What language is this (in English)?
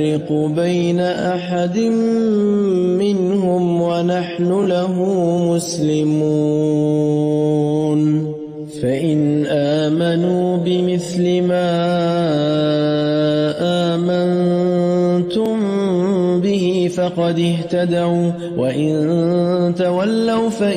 Arabic